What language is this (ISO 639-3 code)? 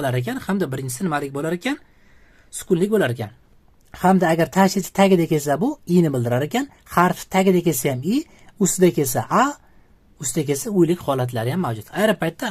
uzb